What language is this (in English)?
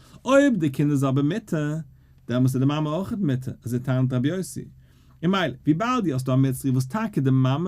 Yiddish